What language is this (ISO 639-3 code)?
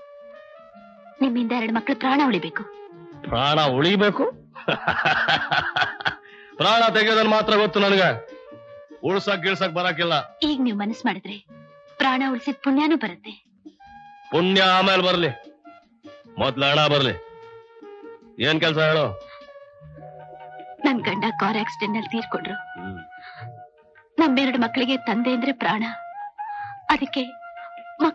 kan